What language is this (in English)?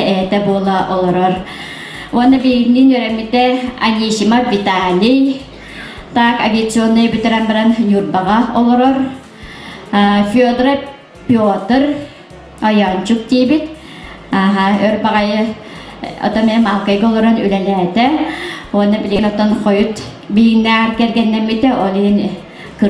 Yakut